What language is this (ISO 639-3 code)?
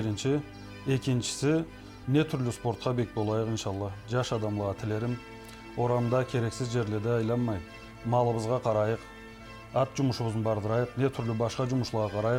krc